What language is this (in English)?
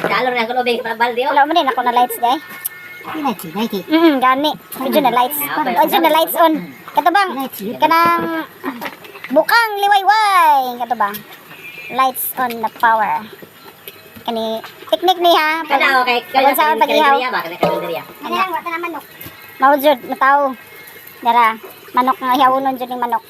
Cebuano